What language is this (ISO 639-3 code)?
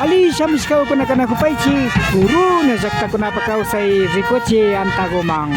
qvi